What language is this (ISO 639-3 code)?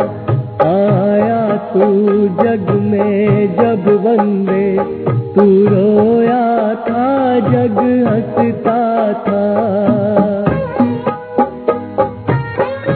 hin